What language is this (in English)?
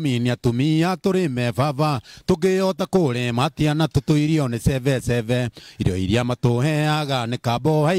Kikuyu